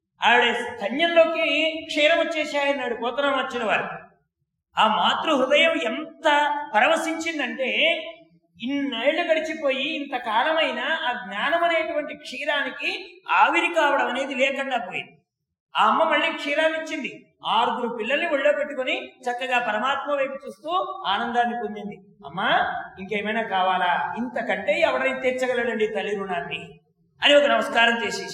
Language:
Telugu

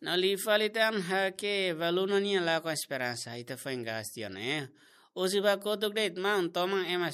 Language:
Tetum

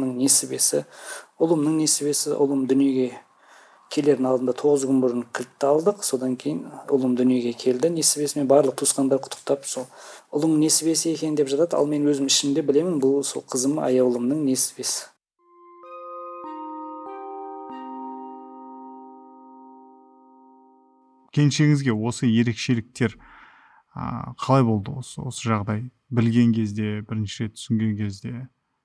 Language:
Kazakh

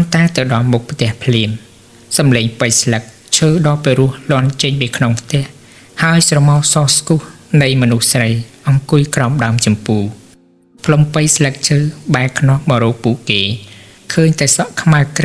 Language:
Khmer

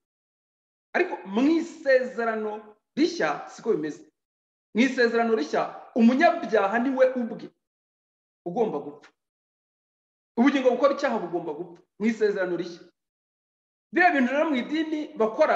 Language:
Kinyarwanda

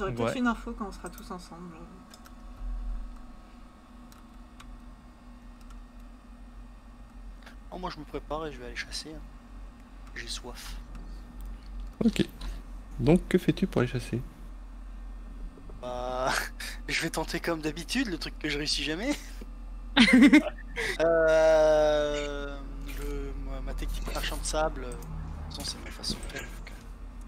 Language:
French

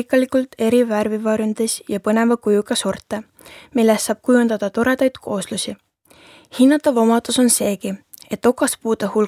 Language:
Estonian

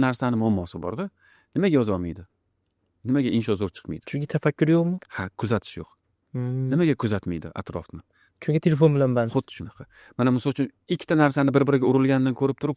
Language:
Uzbek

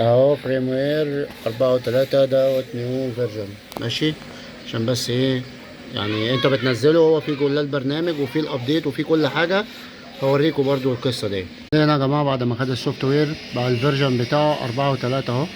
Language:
Egyptian Arabic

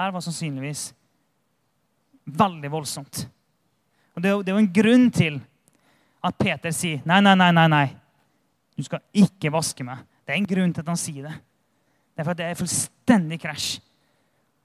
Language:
Norwegian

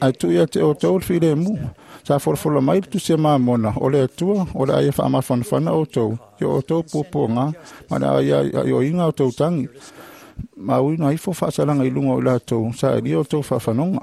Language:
Samoan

